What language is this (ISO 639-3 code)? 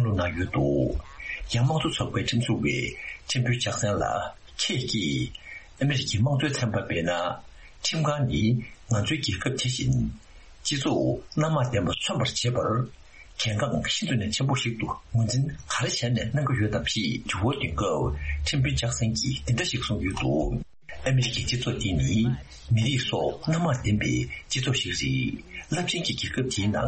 bod